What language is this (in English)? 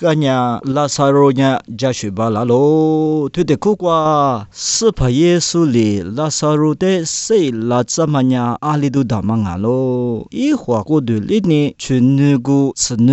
Lisu